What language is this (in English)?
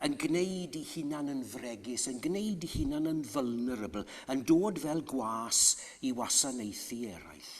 Welsh